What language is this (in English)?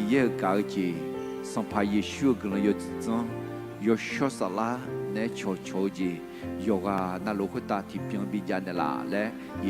Akha